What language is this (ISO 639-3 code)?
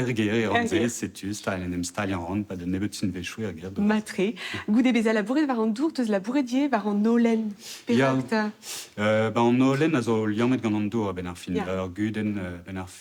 bre